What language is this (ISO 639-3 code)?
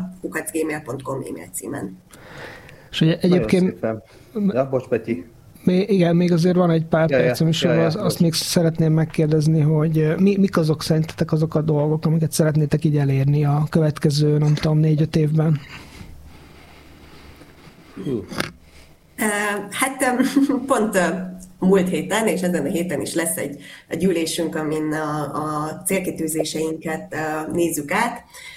hun